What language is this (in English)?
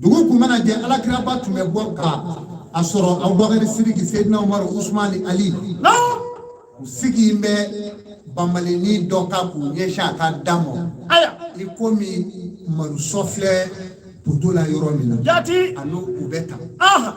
Bambara